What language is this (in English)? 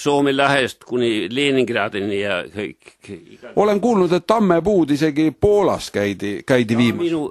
Estonian